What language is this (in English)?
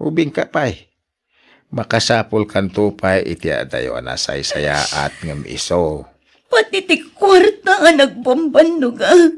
Iloko